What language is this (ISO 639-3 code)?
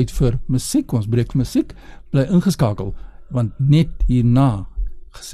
afr